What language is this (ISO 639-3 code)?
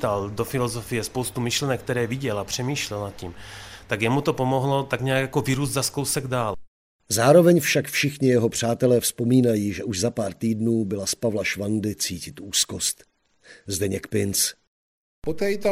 ces